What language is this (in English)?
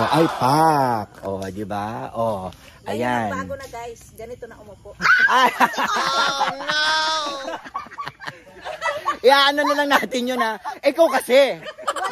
Filipino